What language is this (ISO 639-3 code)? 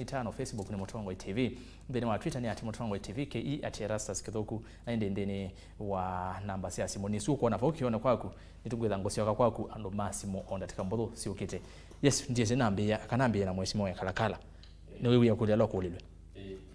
kam